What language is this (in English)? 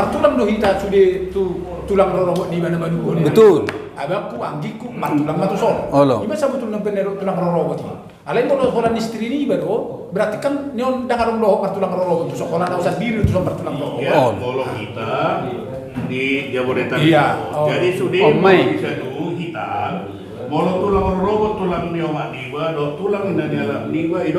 Batak Toba